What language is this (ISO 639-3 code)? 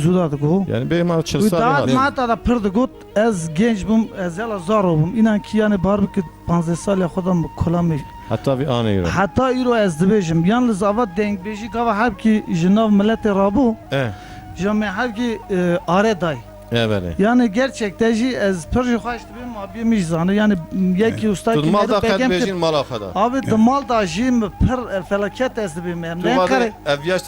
kur